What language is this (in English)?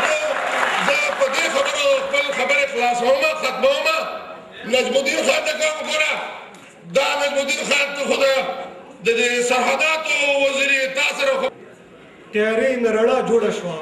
Pashto